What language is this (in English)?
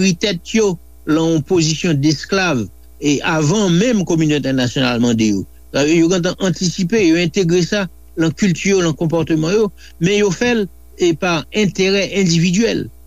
Haitian Creole